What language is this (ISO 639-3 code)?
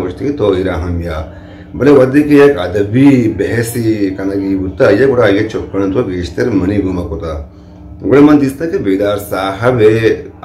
bgp